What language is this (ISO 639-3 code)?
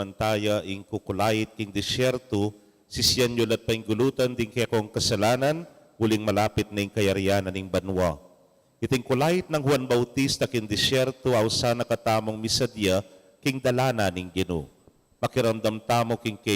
pam